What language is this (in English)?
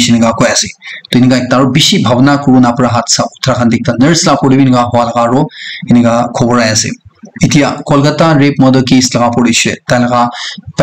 Naga Pidgin